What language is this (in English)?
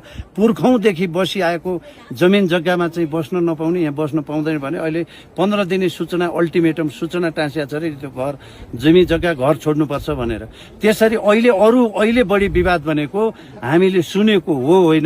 Nepali